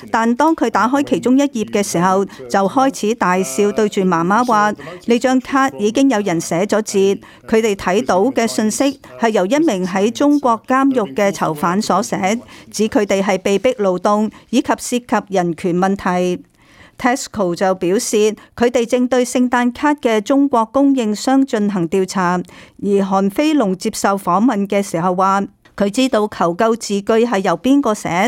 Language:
Cantonese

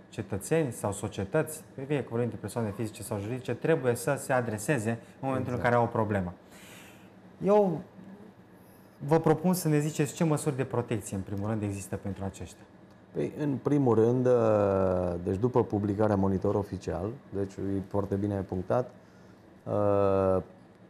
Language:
Romanian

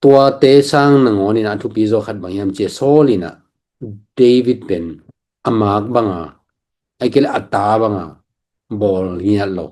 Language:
Tedim Chin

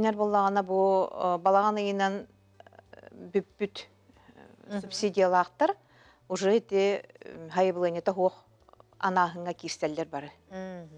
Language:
Yakut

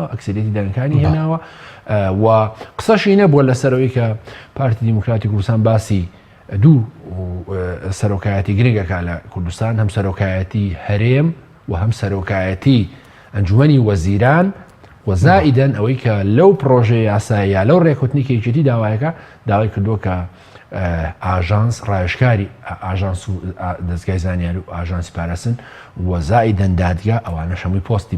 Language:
Central Kurdish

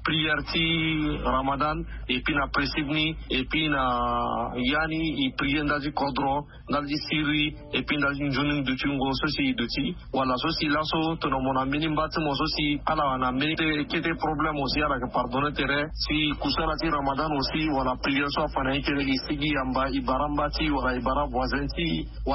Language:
Sango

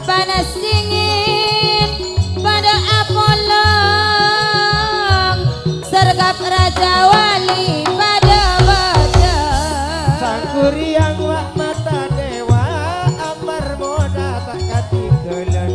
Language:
Madurese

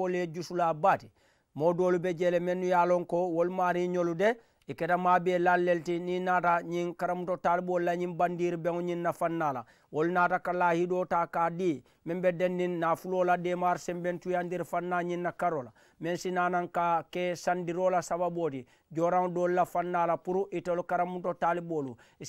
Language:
Mandingo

